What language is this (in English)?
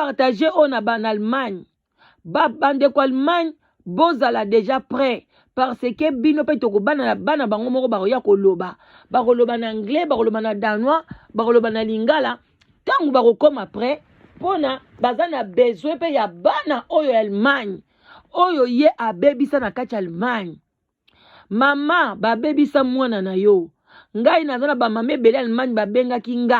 Lingala